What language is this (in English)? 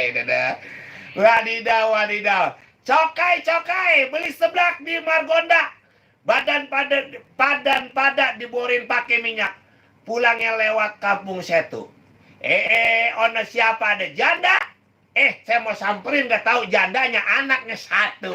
Betawi